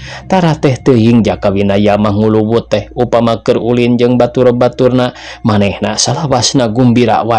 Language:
Sundanese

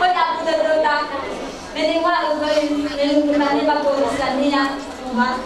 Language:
Nias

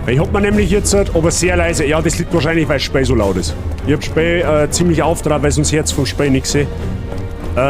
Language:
Bavarian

